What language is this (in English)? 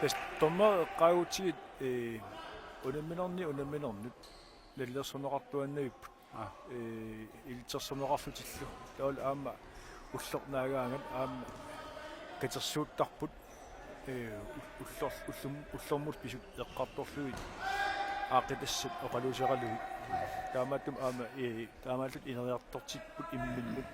Kalaallisut